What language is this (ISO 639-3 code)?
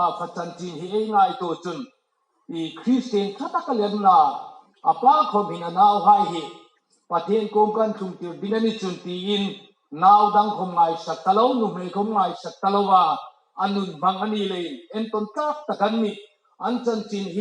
hmr